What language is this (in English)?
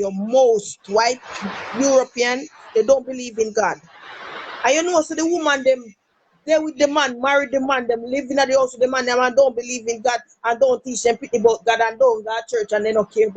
Jamaican Creole English